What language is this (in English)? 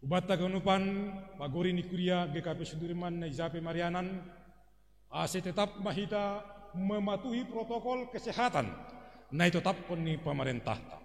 Batak Simalungun